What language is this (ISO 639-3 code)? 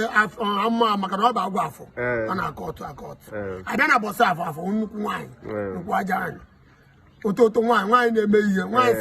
ibo